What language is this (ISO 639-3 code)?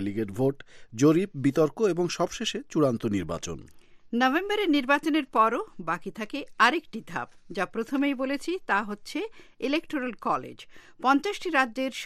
ben